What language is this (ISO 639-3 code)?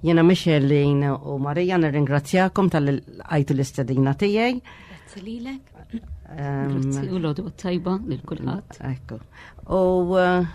mlt